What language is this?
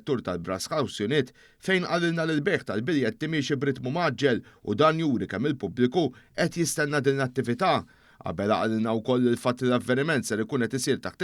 Maltese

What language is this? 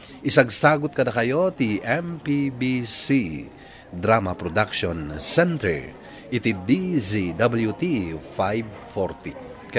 Iloko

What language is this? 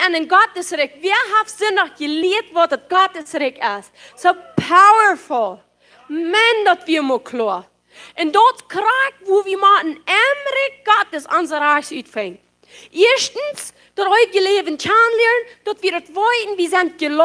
Plautdietsch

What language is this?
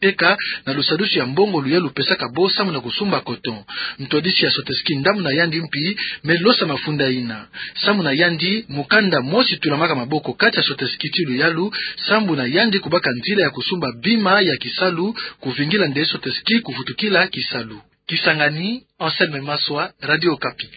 Kituba (Democratic Republic of Congo)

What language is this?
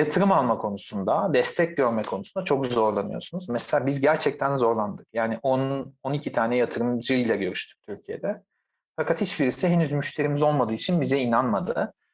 Turkish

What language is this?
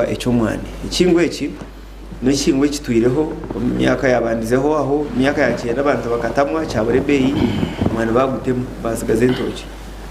Nyankole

